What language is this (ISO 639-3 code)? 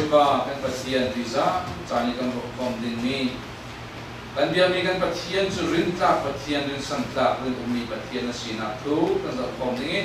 cfm